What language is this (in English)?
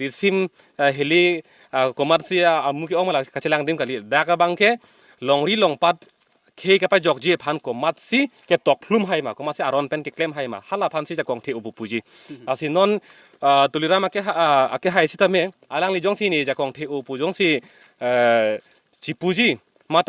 Karbi